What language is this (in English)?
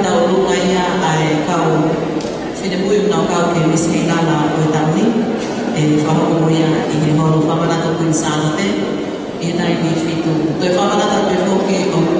Tongan